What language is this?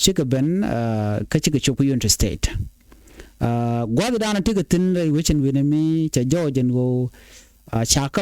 Nuer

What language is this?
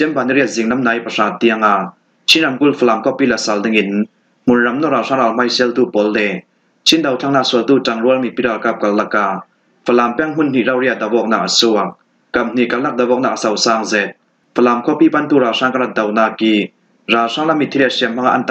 Falam Chin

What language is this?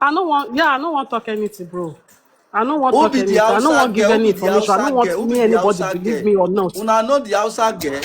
Nigerian Pidgin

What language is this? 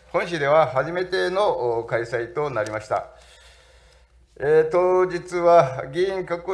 Japanese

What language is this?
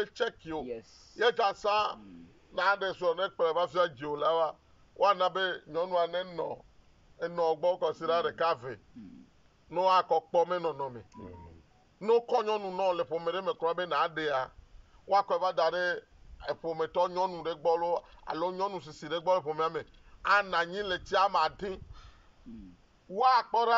Ewe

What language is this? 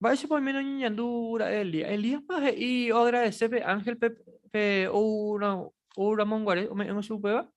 Guarani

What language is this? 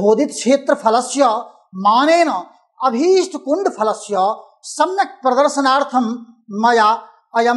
Sanskrit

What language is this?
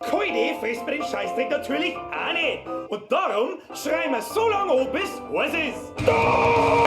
Bavarian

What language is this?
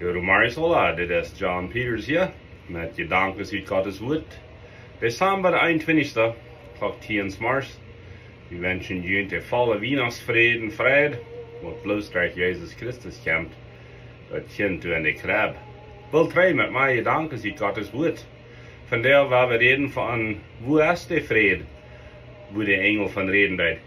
Plautdietsch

